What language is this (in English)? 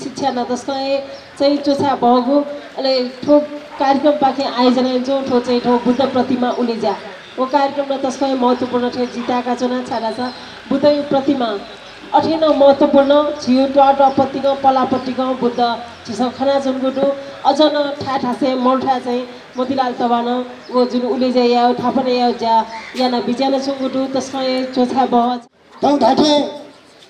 Newari